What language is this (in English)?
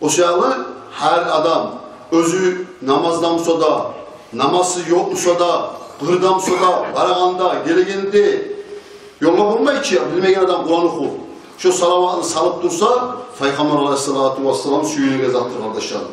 Kumyk